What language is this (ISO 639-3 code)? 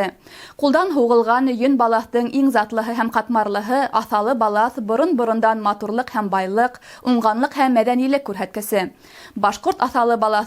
bak